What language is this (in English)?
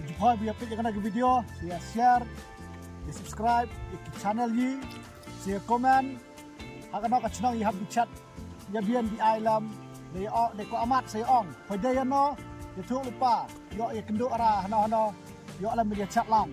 Khasi